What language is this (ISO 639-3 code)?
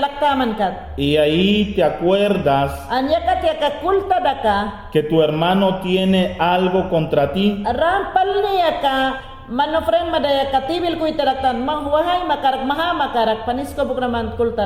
yan